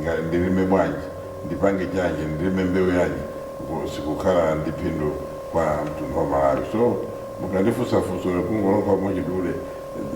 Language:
Nyanja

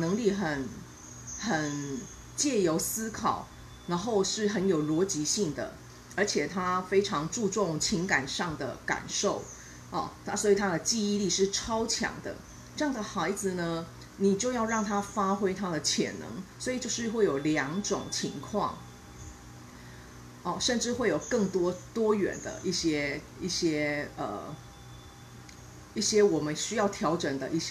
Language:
Chinese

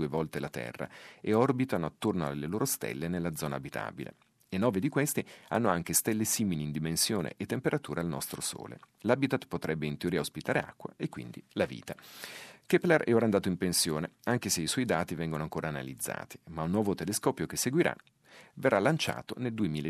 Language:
Italian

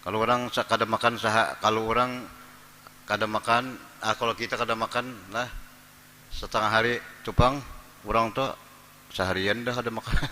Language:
Banjar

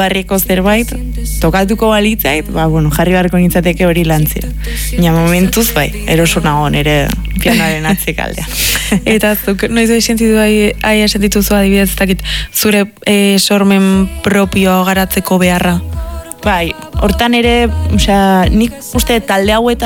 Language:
Basque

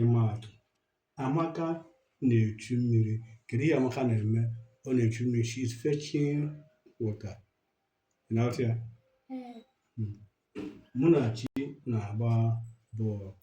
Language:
Igbo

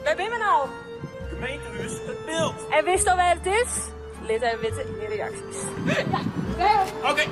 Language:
Western Frisian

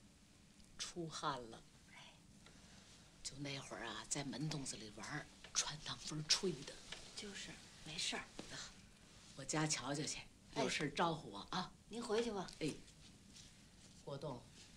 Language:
Chinese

